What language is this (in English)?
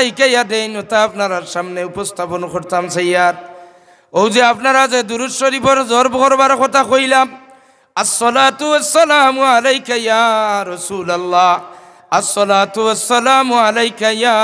Sylheti